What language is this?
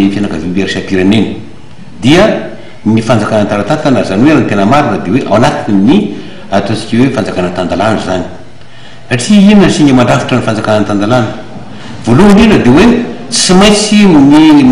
Malagasy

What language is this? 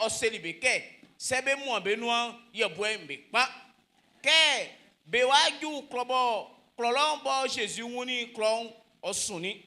Baoulé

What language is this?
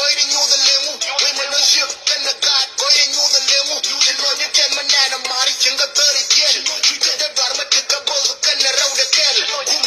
Nuer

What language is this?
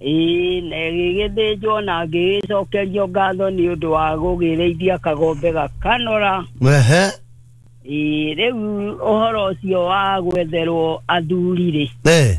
Kikuyu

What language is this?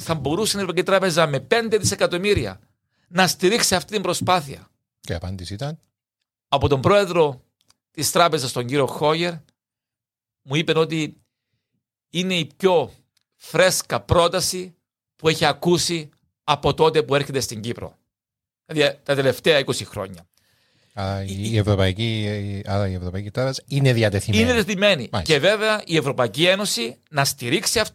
Greek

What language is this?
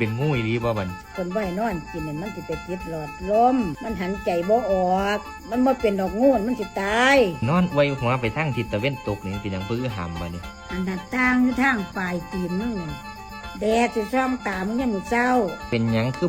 Northeastern Thai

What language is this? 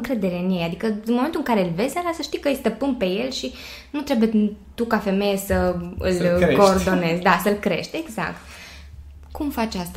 Romanian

